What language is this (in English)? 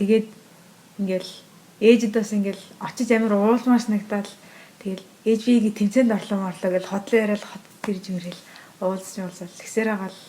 Mongolian